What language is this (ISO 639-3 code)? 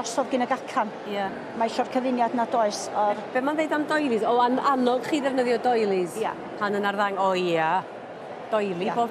cym